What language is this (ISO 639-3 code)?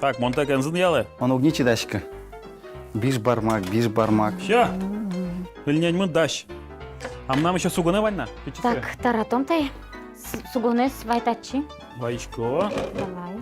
udm